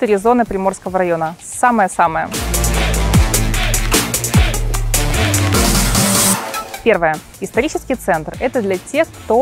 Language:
Russian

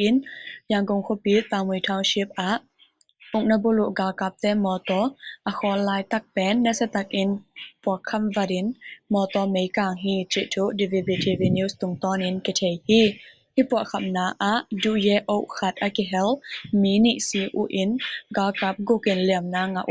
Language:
Tedim Chin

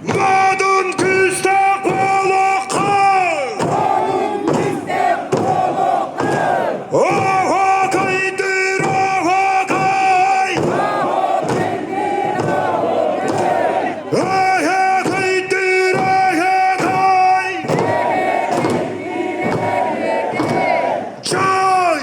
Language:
Yakut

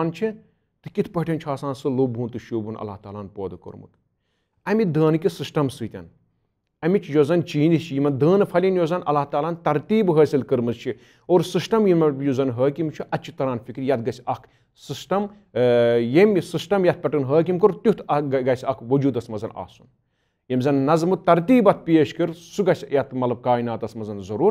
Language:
Kashmiri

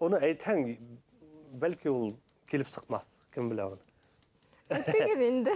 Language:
Bashkir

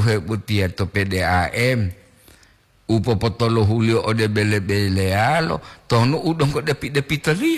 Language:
Gorontalo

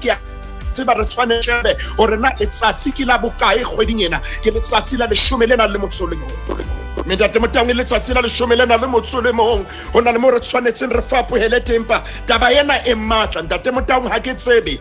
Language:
Southern Sotho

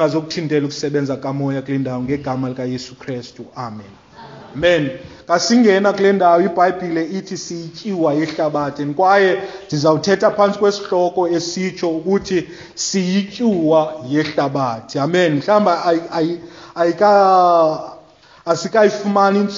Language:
Xhosa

